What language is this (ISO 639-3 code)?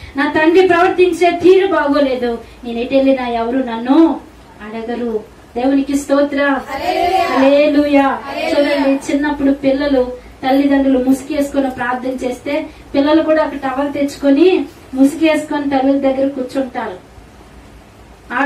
tel